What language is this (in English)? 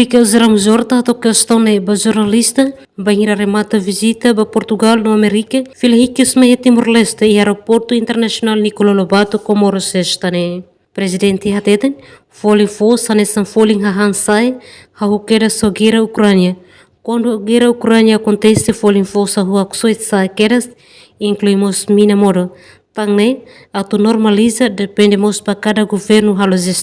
Tetum